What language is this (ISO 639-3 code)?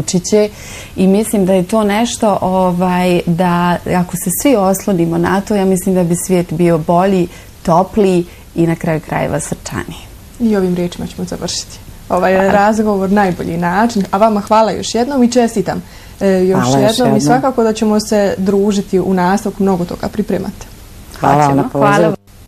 bos